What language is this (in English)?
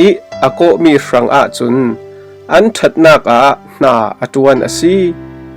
Falam Chin